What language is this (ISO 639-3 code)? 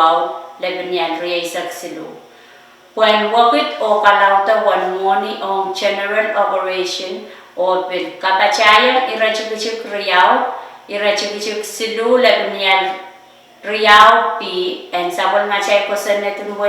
pon